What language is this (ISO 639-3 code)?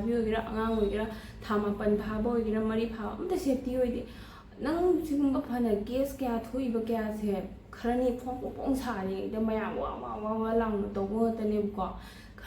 mni